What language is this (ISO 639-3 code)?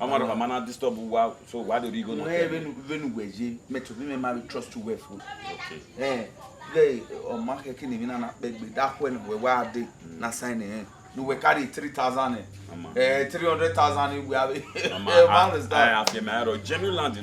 bin